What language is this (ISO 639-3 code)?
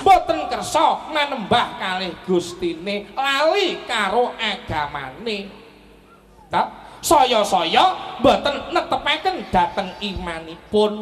jav